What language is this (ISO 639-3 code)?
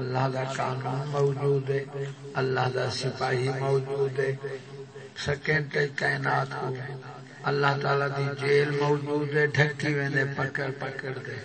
skr